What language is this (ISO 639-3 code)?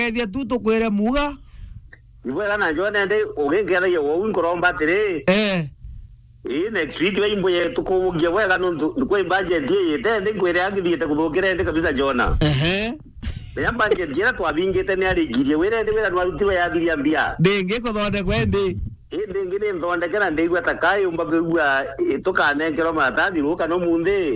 mer